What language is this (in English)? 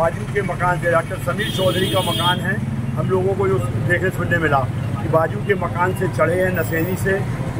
Hindi